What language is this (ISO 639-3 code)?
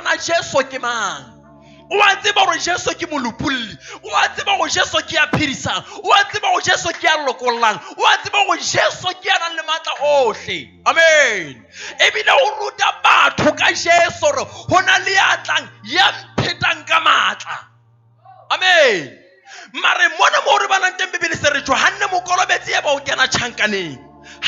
sot